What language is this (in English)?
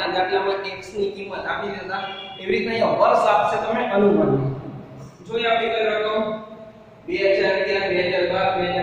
Gujarati